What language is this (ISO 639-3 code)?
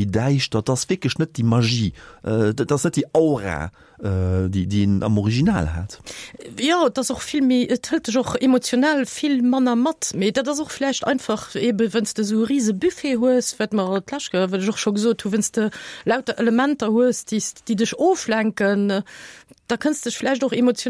ltz